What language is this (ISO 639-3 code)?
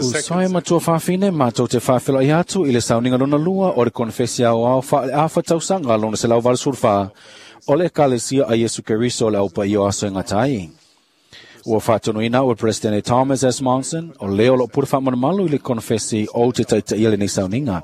smo